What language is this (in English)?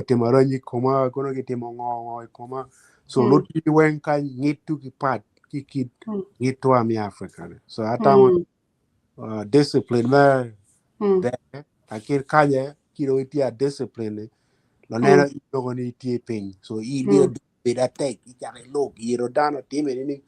Acoli